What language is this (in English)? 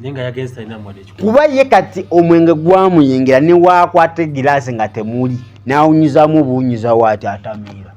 Ganda